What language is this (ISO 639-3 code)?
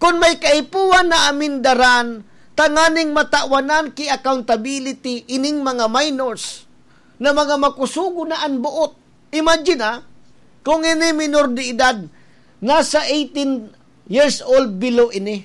bik